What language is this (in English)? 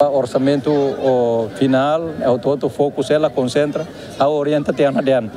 Tetum